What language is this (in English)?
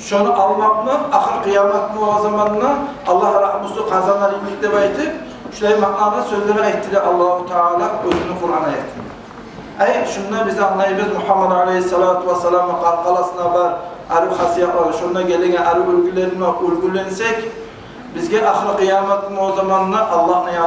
Kumyk